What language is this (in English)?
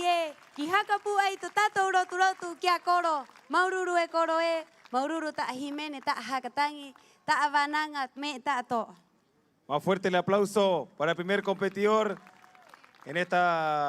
Rapanui